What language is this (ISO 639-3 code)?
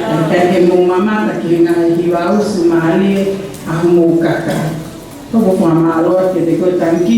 ton